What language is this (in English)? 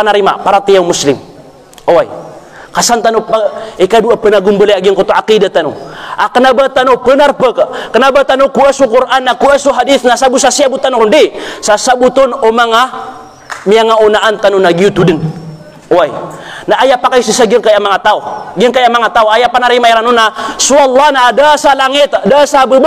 Maranao